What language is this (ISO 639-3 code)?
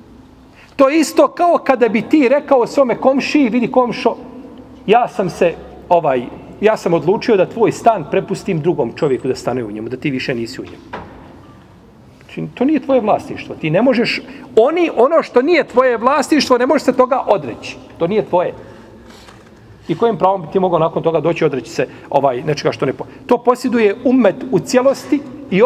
bos